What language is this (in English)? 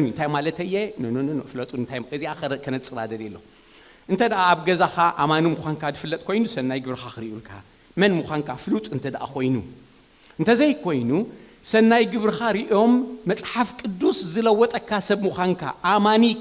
Tigrinya